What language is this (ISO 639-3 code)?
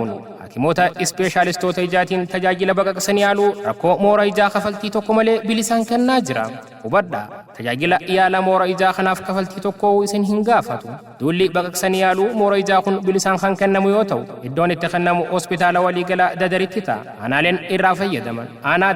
orm